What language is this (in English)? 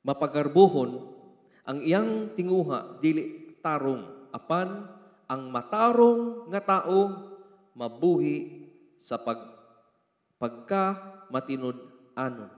Cebuano